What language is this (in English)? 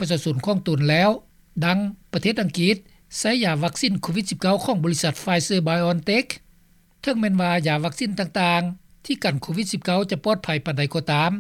Lao